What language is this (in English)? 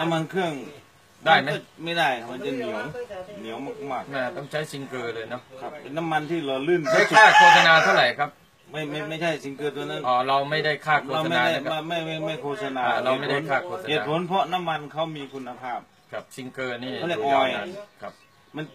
Thai